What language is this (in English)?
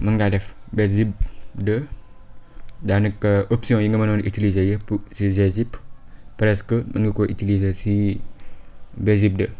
Wolof